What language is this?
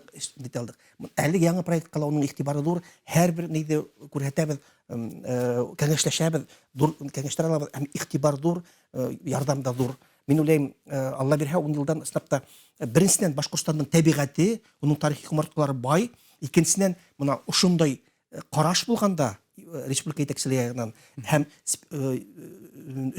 Bashkir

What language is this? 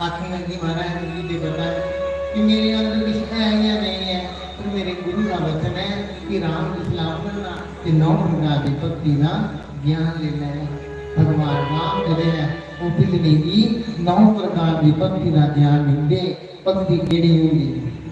Dogri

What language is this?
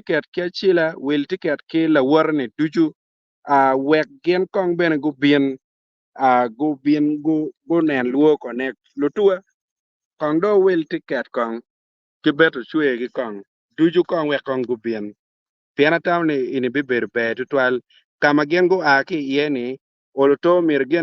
Acoli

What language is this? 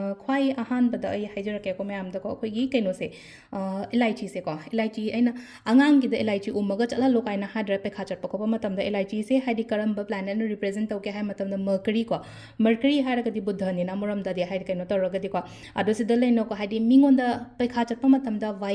Manipuri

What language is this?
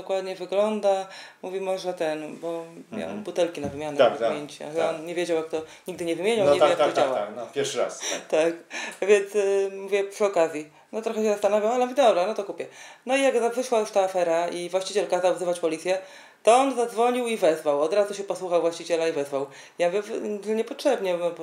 Polish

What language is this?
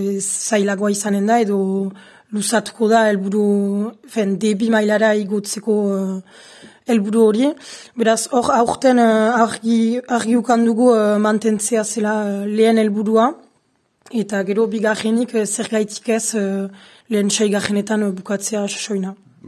Basque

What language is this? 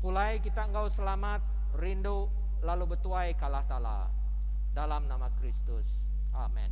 Iban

